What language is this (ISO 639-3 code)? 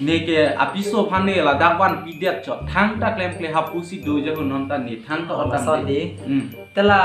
mjw